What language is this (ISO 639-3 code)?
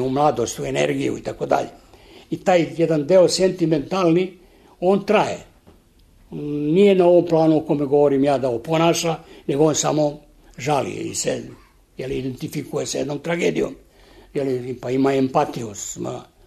srp